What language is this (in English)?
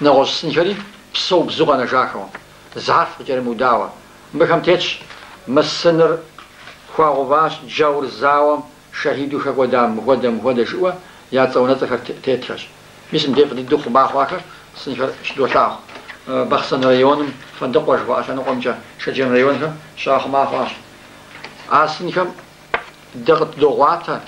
Kabardian